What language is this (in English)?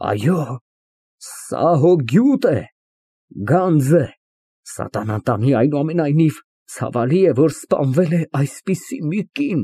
Armenian